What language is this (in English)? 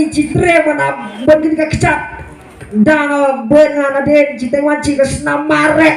Khasi